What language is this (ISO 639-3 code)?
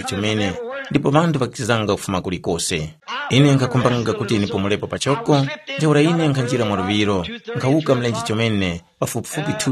tum